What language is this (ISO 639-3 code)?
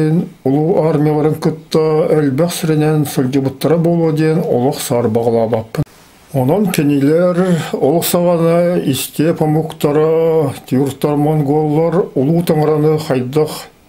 sah